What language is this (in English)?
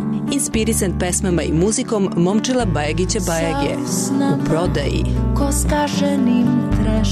Serbian